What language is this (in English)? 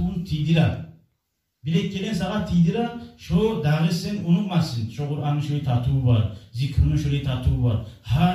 Kumyk